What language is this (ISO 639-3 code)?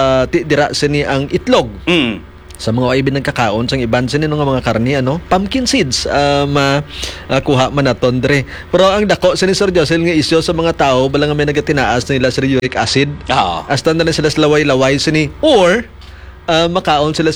hil